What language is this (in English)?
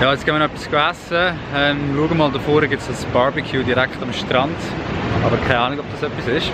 Swiss German